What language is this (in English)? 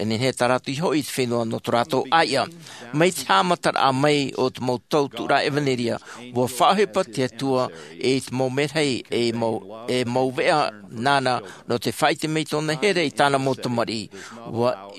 Tahitian